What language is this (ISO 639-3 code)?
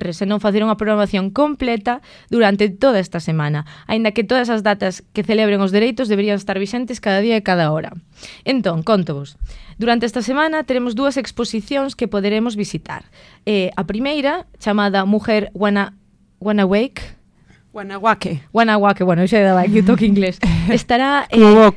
glg